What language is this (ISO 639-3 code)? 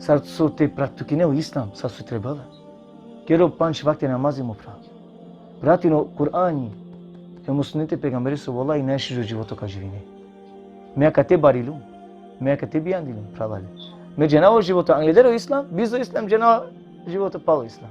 rmn